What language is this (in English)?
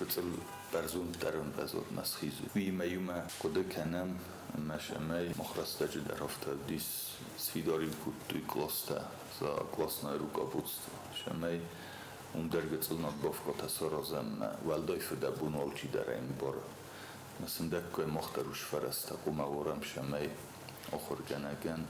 Ossetic